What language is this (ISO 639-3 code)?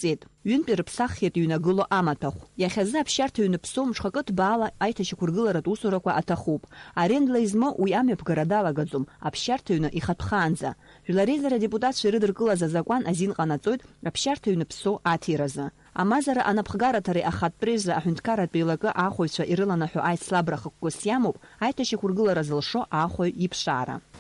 abk